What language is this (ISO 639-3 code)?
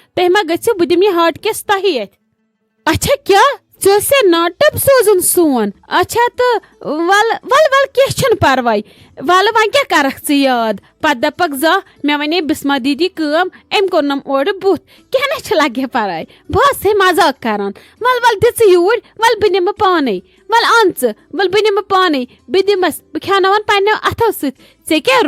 kas